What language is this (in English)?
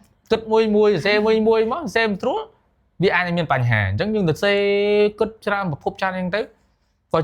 Khmer